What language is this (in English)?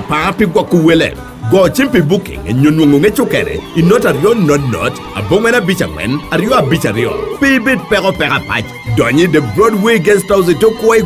Lango (Uganda)